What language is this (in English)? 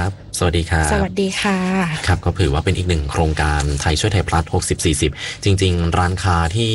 Thai